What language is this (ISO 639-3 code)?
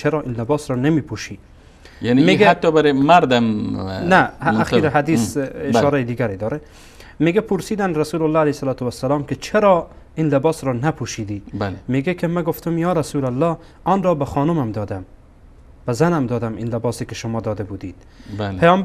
fas